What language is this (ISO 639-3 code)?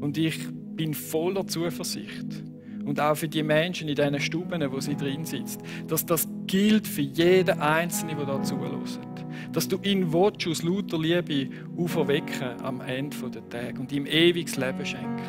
gsw